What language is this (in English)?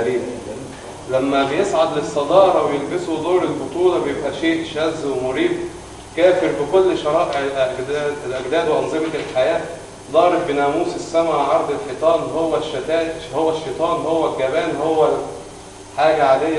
Egyptian Arabic